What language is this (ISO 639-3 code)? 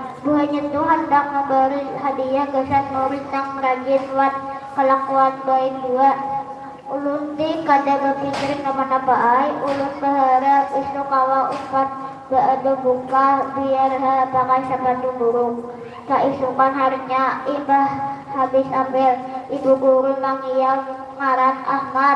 bjn